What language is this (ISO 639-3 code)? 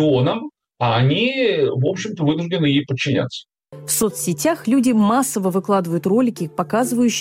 rus